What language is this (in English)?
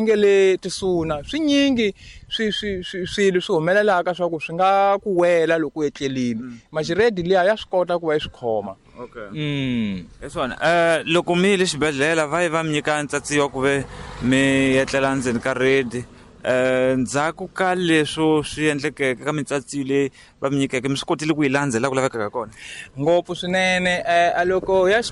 Tsonga